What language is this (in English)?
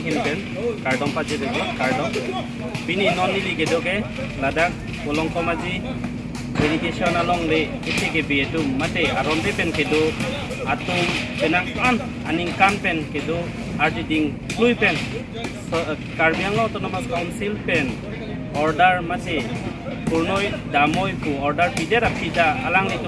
Karbi